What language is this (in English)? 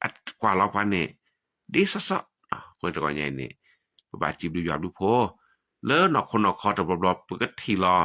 S'gaw Karen